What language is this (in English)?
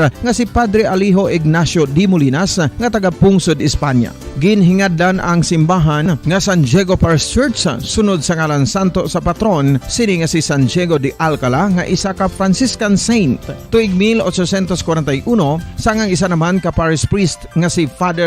Hiligaynon